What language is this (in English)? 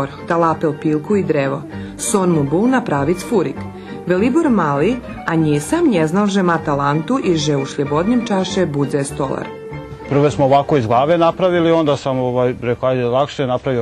Rusyn